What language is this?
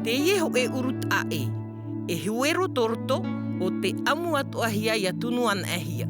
Tahitian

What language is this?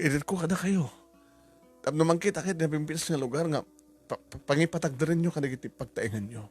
Iloko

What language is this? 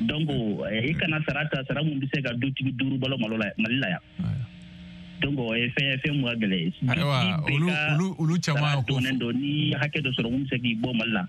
Bambara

